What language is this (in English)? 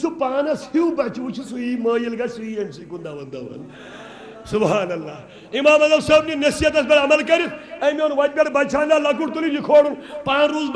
Kashmiri